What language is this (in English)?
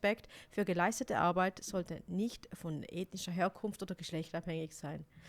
Swiss German